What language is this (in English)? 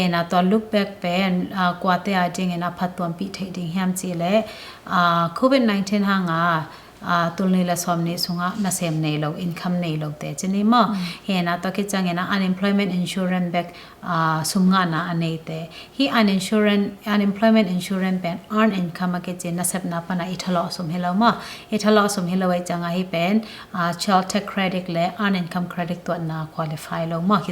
Tedim Chin